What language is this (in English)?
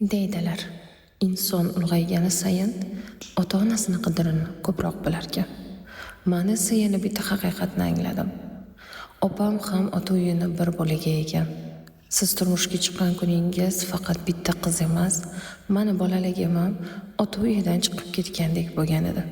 Uzbek